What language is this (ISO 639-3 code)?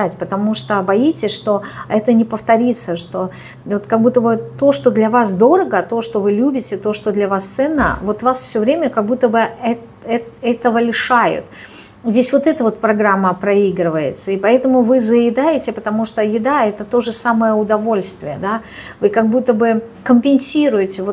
rus